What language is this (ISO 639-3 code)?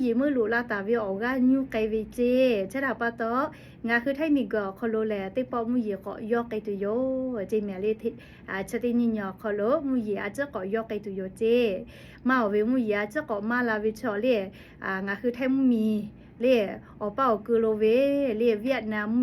lhu